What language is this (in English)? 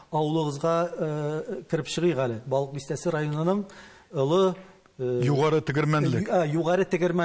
Tatar